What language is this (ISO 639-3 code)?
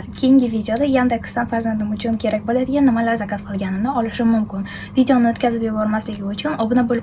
uzb